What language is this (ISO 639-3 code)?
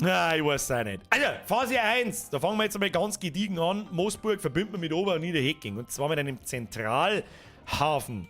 bar